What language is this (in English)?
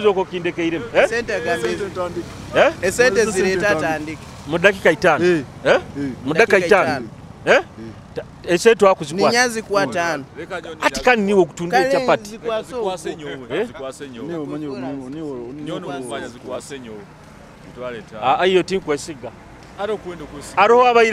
Nyoro